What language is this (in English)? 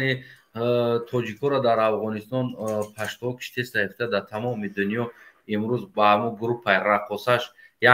Tajik